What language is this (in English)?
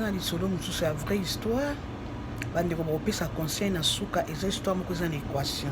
Lingala